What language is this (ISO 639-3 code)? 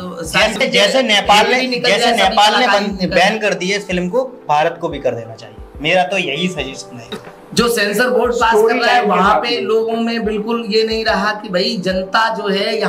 hin